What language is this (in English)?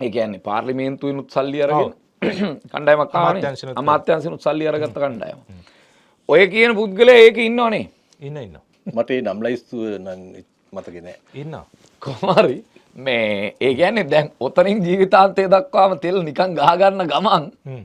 Sinhala